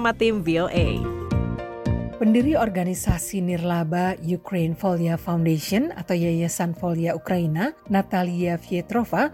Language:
Indonesian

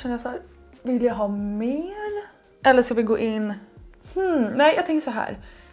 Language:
Swedish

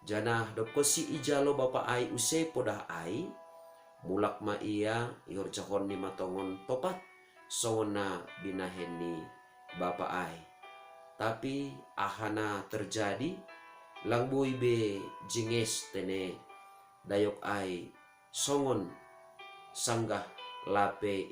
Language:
Batak Simalungun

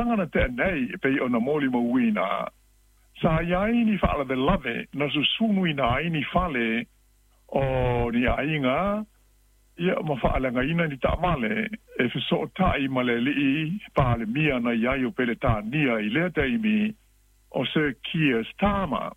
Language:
Samoan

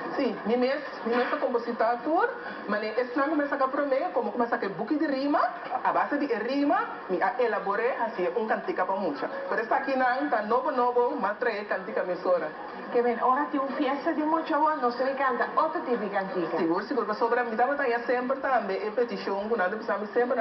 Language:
Papiamento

